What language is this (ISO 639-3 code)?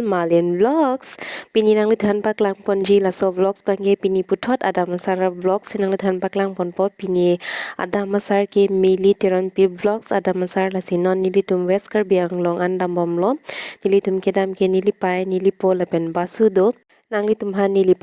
mjw